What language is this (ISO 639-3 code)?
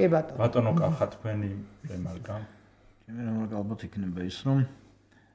kat